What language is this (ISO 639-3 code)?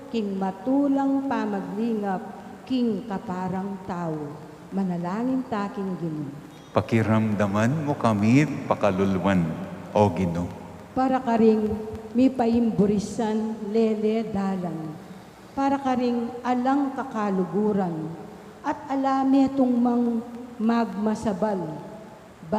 pam